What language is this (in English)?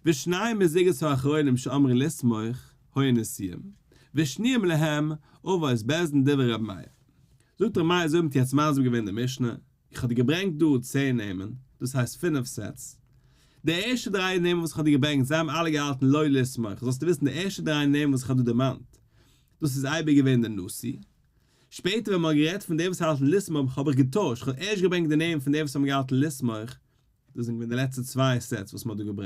Yiddish